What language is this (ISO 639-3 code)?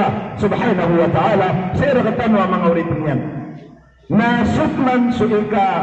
mrw